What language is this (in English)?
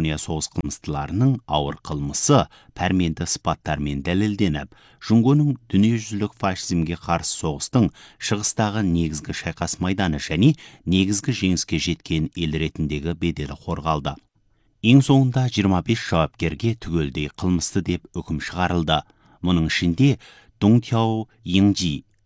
Kazakh